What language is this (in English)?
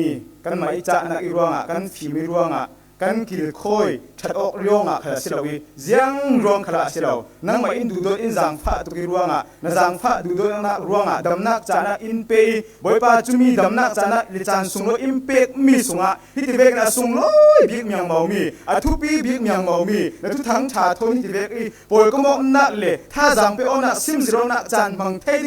Falam Chin